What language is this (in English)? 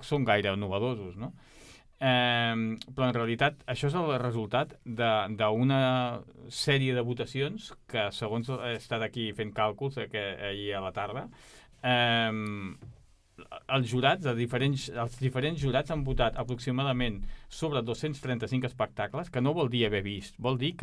Catalan